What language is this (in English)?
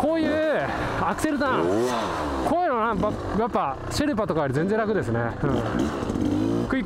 Japanese